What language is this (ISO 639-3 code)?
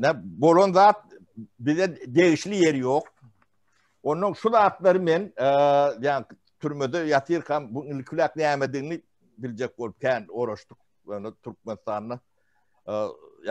tuk